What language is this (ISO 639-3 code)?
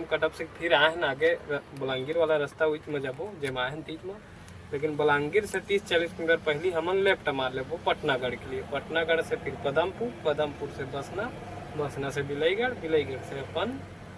hne